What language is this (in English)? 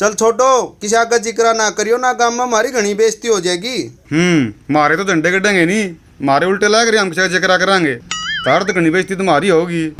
Haryanvi